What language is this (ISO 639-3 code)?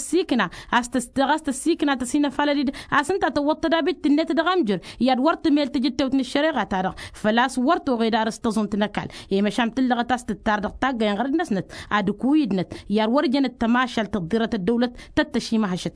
taq